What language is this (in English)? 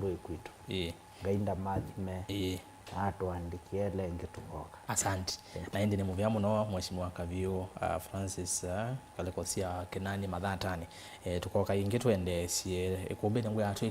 Kamba